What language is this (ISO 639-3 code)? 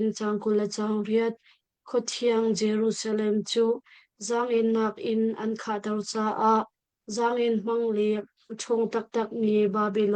cnh